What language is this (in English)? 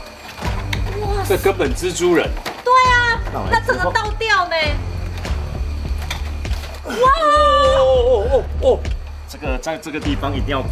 Chinese